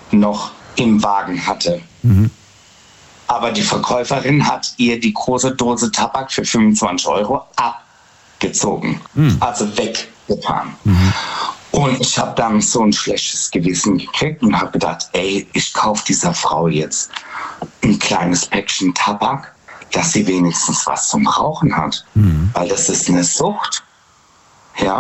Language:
German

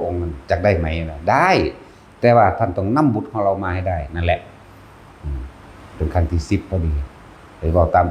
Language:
Northeastern Thai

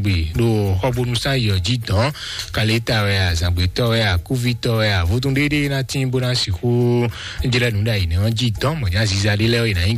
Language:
Fon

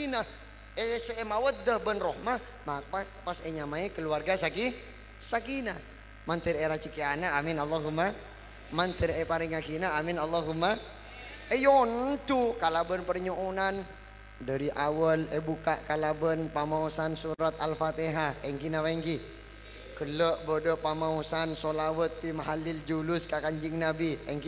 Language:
Madurese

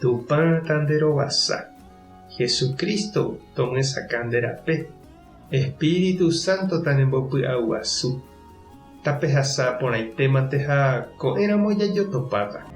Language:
Guarani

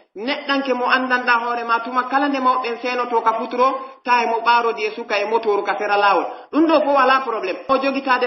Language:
Pular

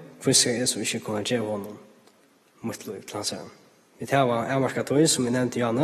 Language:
Faroese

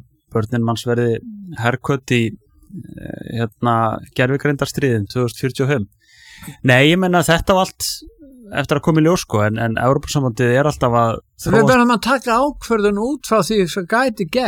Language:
Icelandic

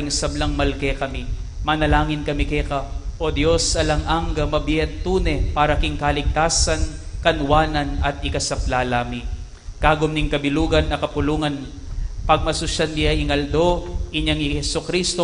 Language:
Pampanga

